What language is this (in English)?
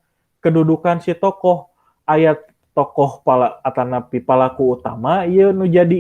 Sundanese